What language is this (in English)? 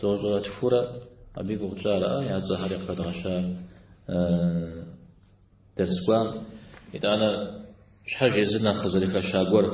Kabardian